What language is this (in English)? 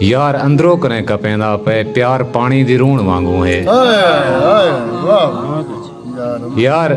Saraiki